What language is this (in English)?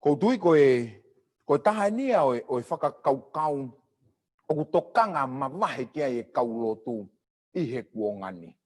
Tongan